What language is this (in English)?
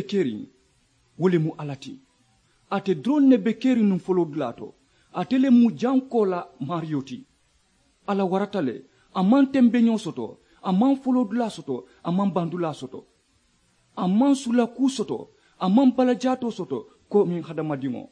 Mandingo